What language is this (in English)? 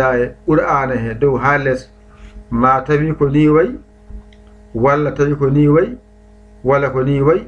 Fula